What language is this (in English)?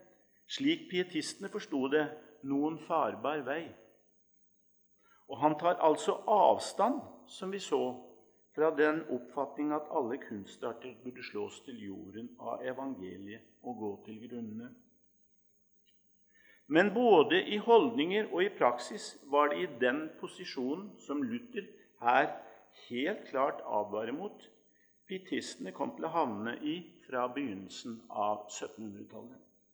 Norwegian